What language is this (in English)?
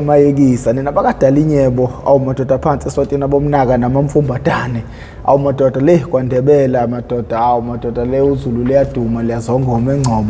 Zulu